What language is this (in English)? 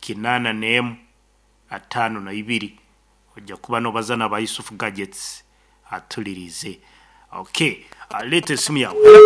Nyankole